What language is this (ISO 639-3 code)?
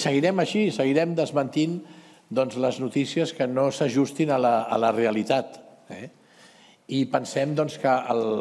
cat